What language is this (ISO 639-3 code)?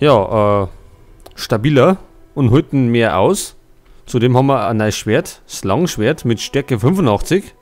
bar